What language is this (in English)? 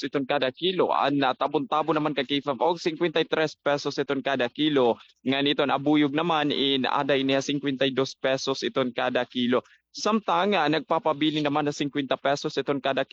Waray